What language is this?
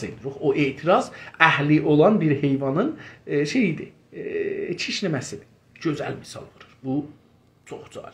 South Azerbaijani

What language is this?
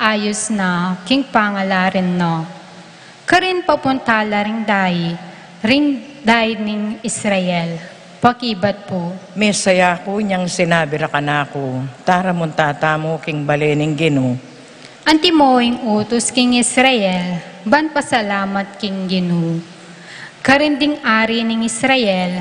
Pampanga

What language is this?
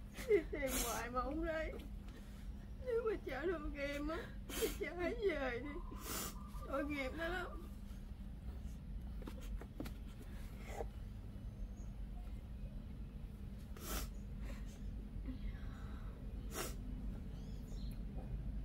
Vietnamese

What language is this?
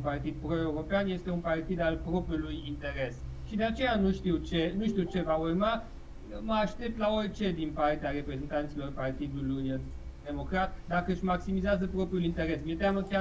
Romanian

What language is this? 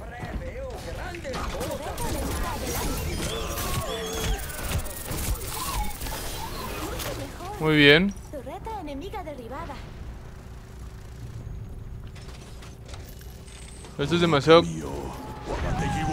Spanish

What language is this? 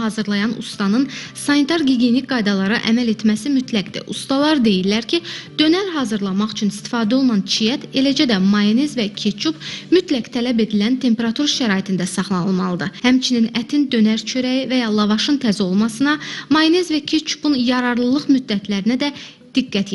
Azerbaijani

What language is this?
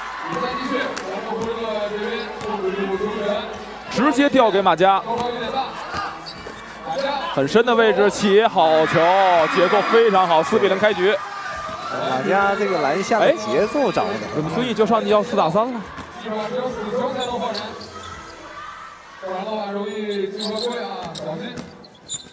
Chinese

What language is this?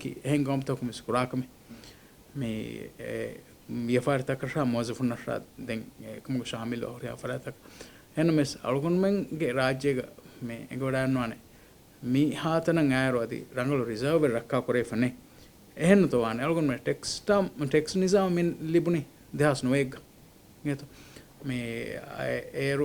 Divehi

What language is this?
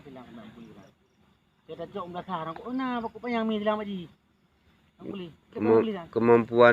Achinese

